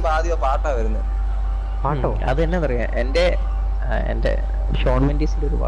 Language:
Malayalam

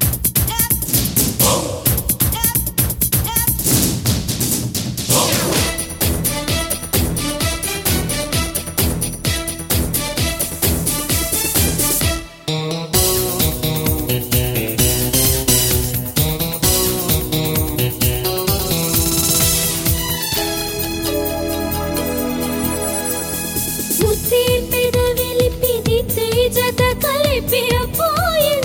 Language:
Telugu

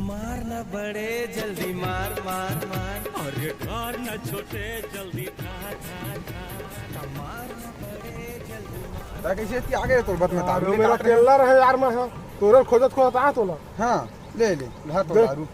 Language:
Chhattisgarhi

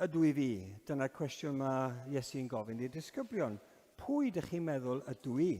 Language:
Welsh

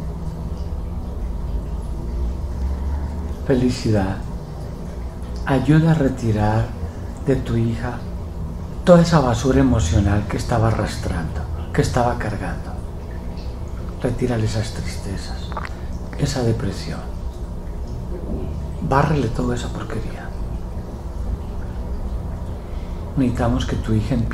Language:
Spanish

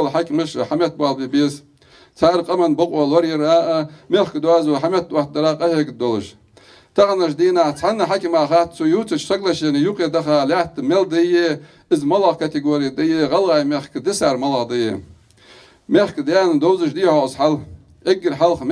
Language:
Ingush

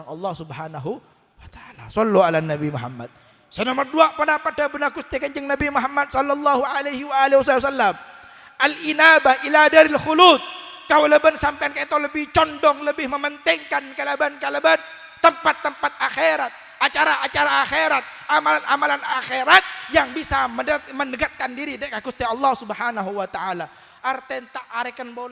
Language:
Madurese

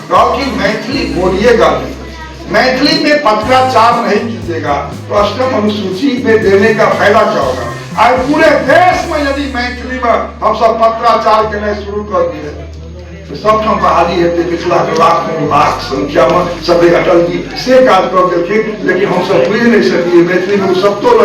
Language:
Maithili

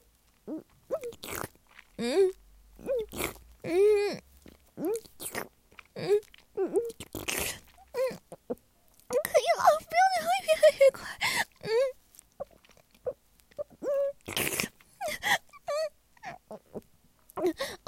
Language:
Chinese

